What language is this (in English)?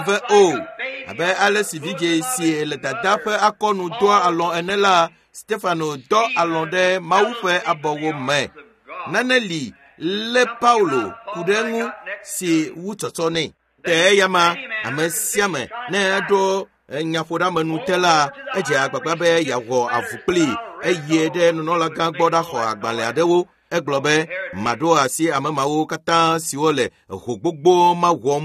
Ewe